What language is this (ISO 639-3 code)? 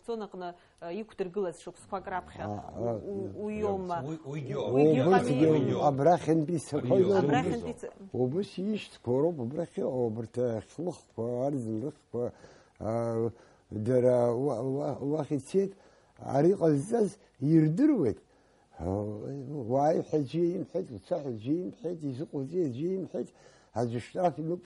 abk